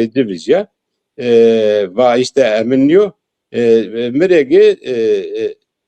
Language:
Zaza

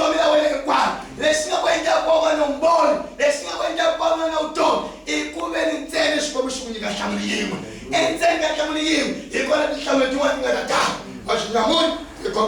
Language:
Tsonga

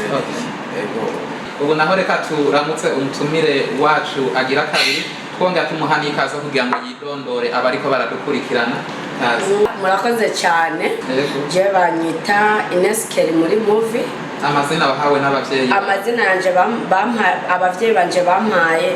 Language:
Rundi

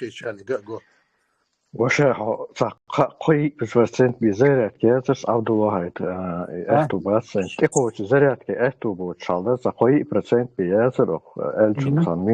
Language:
Chechen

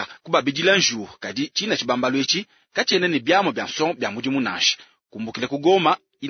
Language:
Luba-Lulua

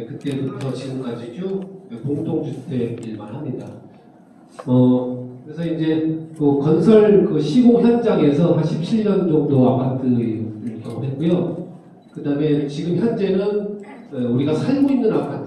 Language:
Korean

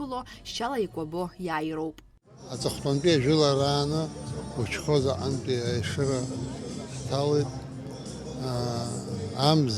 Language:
Abkhazian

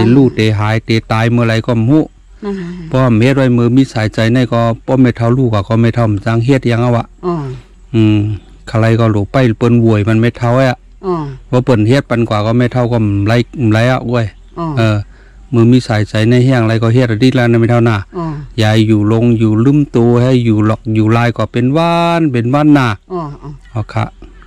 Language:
Shan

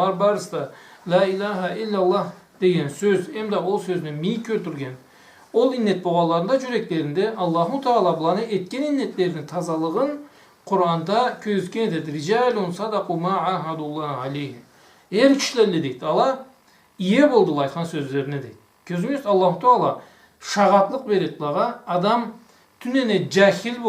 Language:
Karachay-Balkar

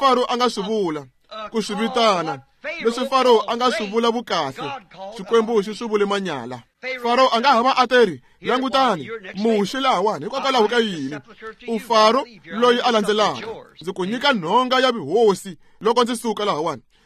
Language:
Tsonga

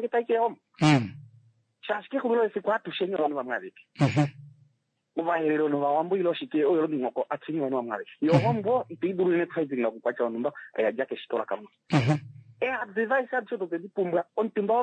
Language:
Kuanyama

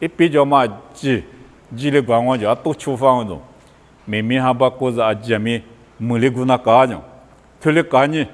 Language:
Lisu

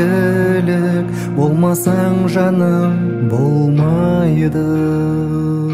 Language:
Kazakh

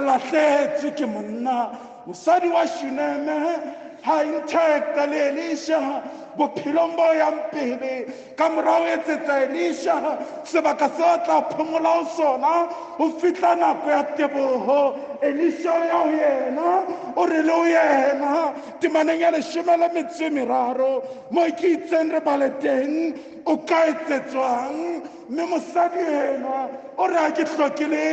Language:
Southern Sotho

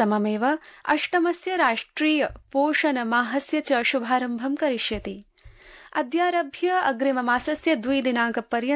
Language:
Sanskrit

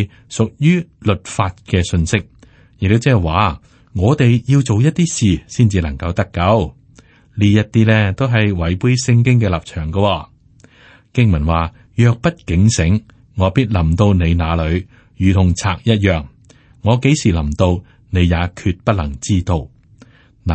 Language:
Cantonese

